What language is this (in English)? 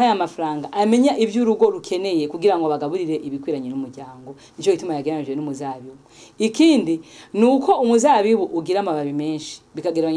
Rundi